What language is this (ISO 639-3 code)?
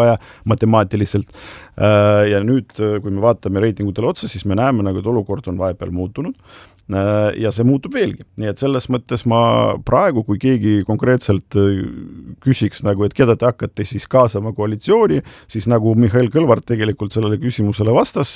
est